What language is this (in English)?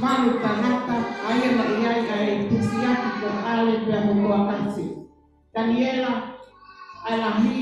Tongan